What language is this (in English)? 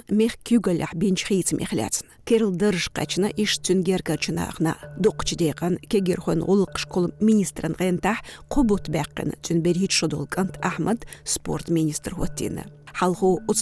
Chechen